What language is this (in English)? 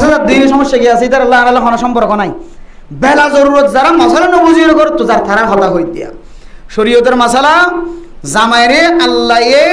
Rohingya